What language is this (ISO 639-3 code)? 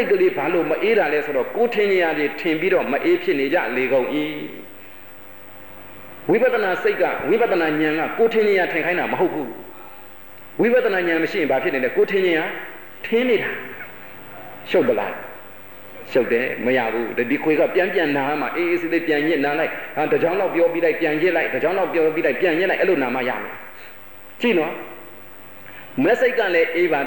mya